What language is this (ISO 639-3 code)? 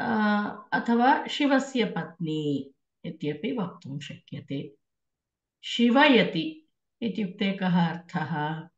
san